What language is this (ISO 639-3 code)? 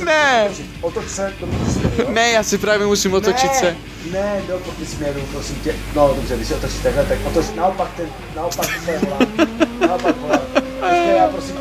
ces